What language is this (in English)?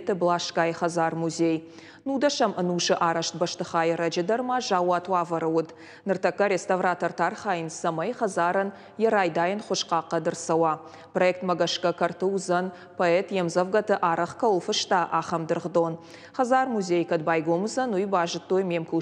Ossetic